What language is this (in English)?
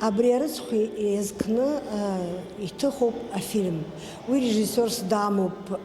Abkhazian